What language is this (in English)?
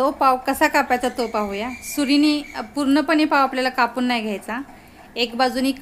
Marathi